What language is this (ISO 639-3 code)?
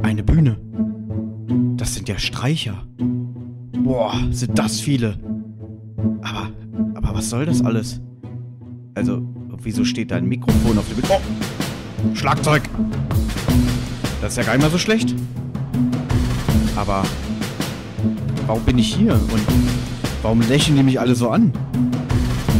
deu